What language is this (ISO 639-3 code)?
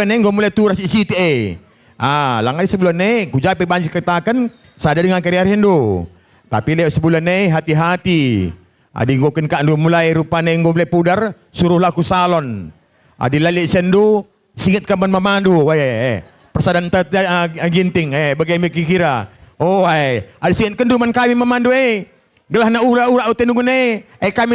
btx